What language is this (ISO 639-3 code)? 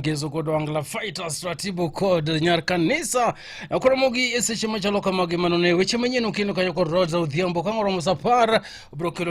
luo